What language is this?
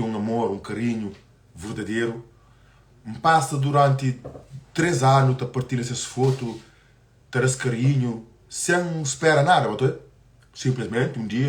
Kabuverdianu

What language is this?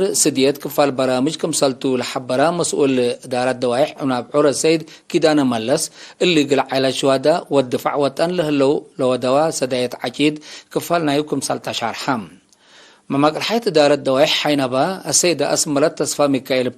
Tigre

